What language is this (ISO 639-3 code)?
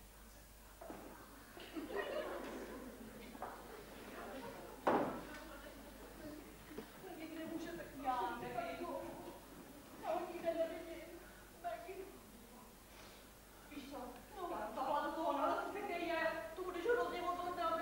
ces